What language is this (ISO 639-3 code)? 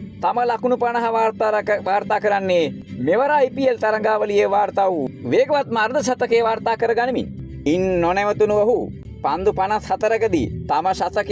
sin